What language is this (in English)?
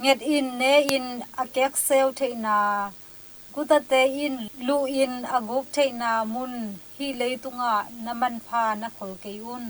Tedim Chin